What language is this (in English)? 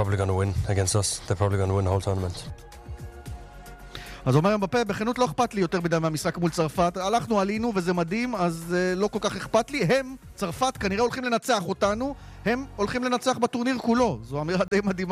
Hebrew